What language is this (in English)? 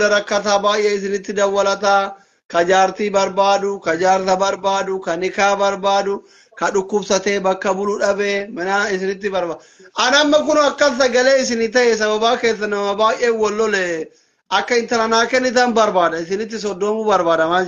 Oromo